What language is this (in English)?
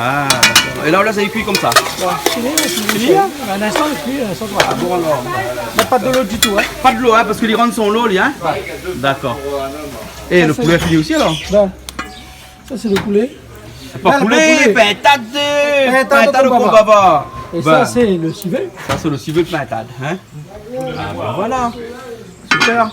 Réunion Creole French